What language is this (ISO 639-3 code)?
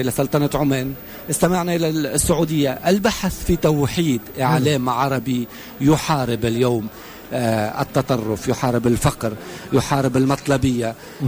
aeb